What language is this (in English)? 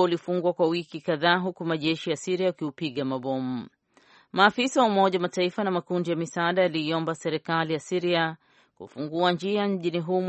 Swahili